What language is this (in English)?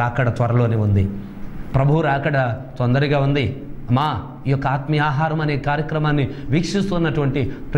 Telugu